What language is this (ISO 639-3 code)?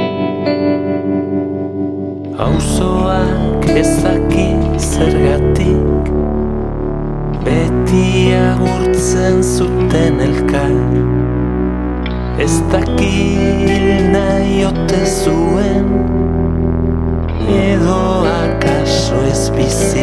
eus